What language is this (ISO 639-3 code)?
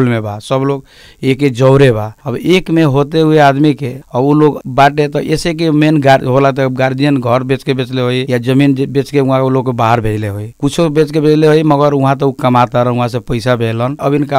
bho